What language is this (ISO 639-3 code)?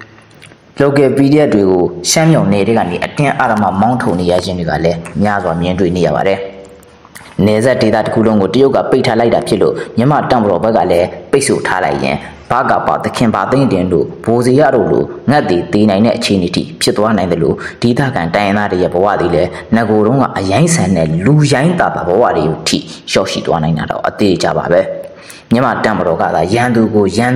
mya